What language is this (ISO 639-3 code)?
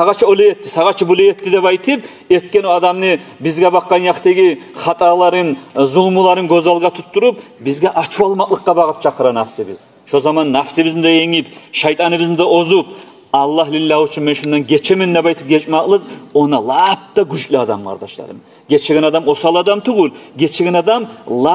kum